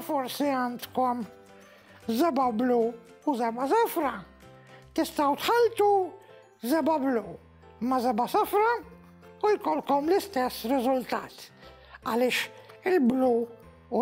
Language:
Maltese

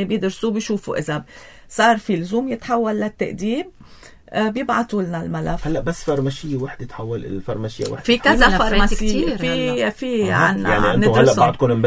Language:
North Levantine Arabic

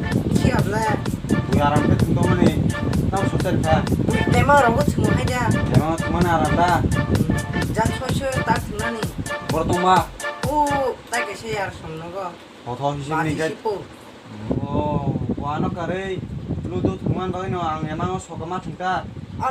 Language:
Kok Borok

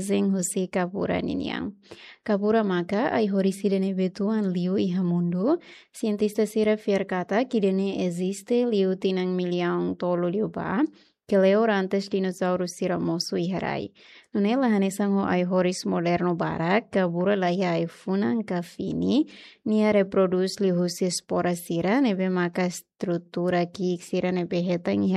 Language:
Tetum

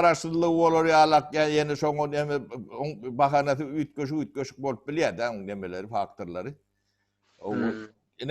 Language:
Turkmen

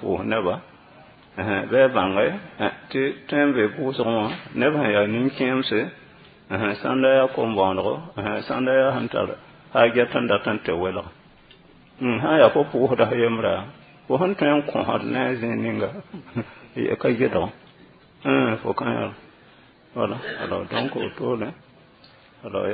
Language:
Mossi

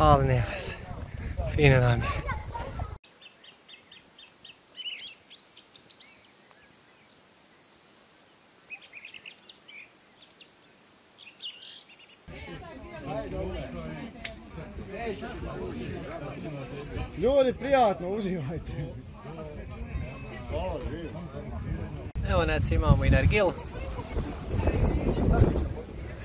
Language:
Bosnian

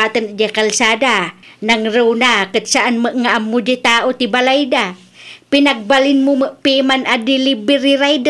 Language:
Iloko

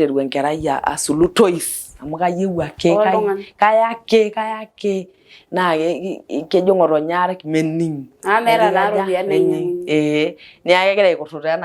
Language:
Masai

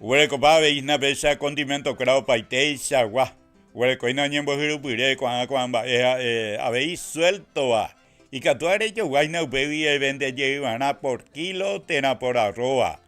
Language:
Guarani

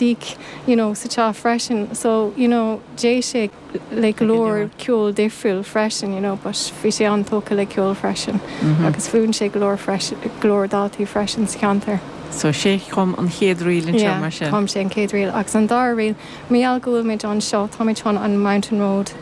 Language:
Irish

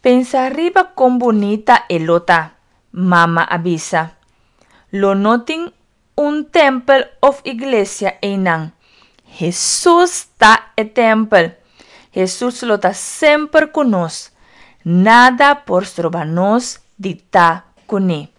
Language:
Papiamento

